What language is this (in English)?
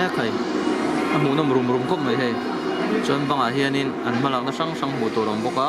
Mizo